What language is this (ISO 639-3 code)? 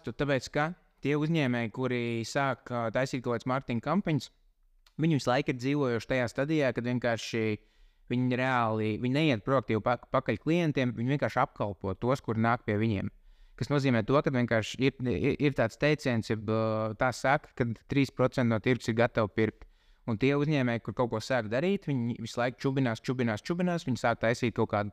lav